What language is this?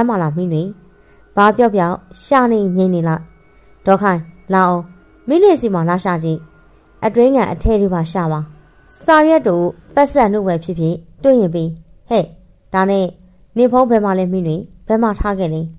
Burmese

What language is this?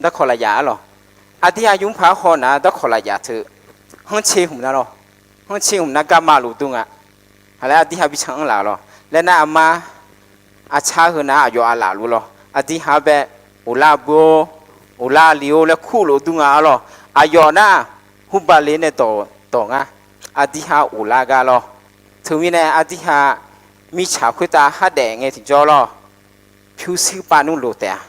Akha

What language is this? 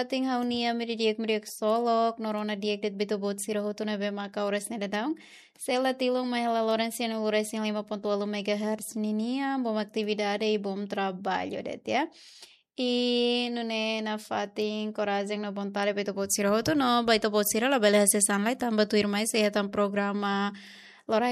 Tetum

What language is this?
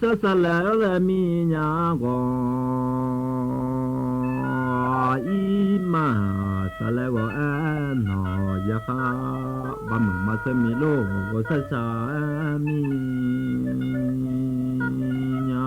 Akha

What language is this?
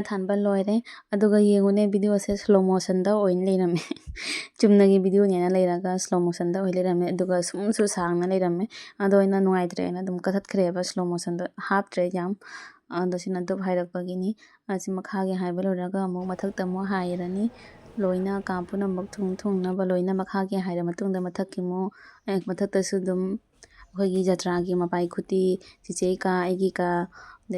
Manipuri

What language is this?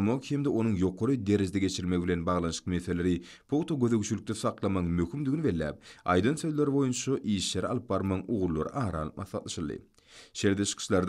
Turkmen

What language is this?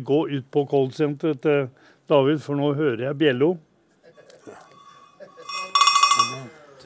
Norwegian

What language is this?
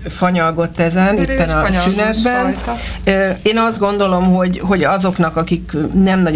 Hungarian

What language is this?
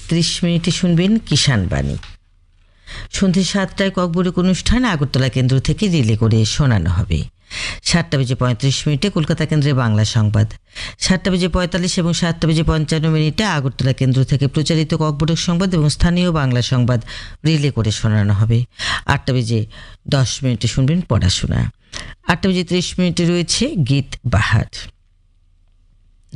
Bangla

